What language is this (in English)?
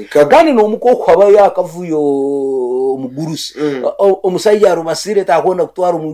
Nyoro